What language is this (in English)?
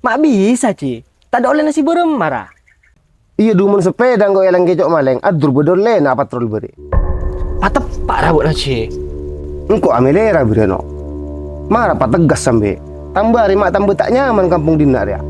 Madurese